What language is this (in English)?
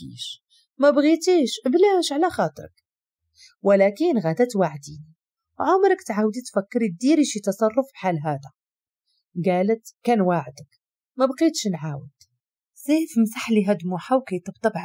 Moroccan Arabic